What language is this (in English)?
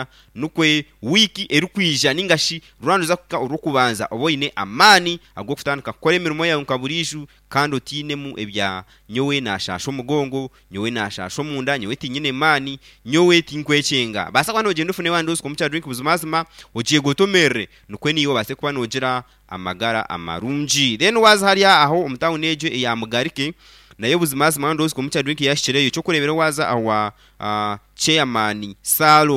Nyankole